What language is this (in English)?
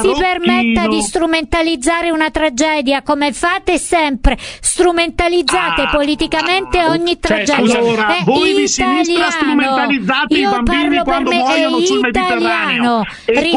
Italian